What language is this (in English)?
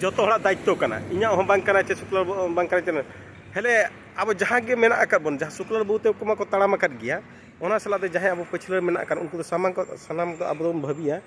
Santali